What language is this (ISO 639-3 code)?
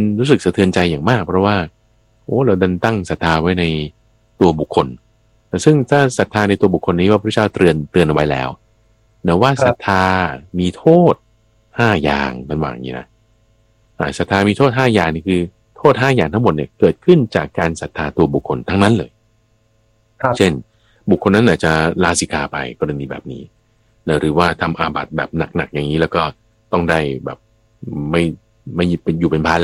tha